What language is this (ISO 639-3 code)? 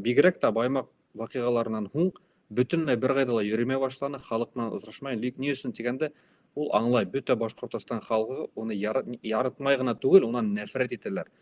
bak